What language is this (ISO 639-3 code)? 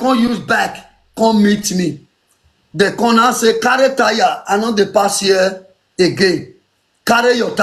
pcm